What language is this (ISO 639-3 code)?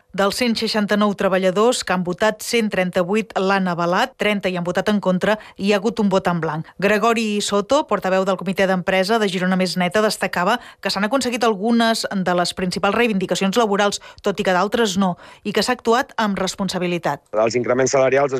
cat